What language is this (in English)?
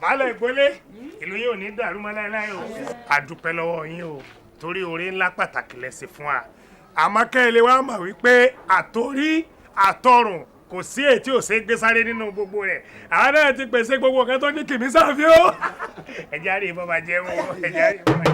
Yoruba